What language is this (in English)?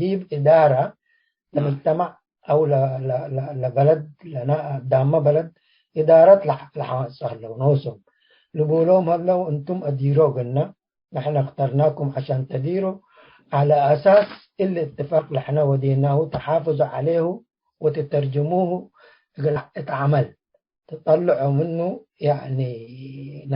Tigre